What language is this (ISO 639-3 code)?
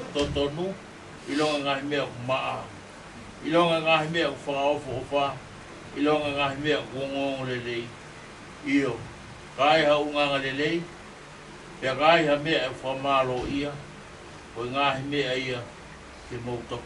ton